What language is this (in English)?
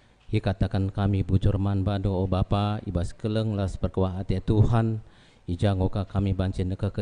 Batak Karo